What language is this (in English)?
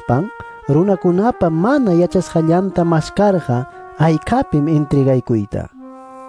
Ayacucho Quechua